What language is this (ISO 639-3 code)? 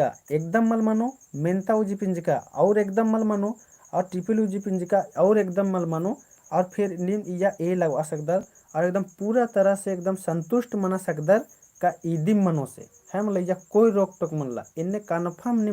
kru